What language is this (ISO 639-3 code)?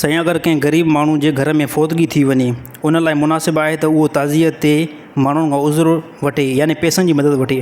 snd